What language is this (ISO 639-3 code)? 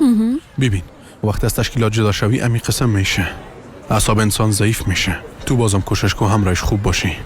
fas